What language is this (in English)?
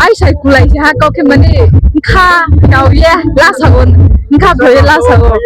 Riang (India)